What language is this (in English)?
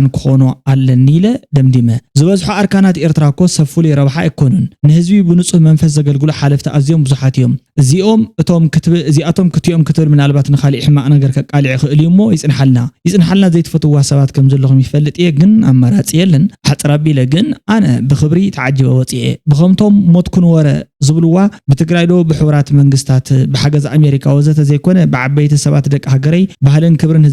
Tigrinya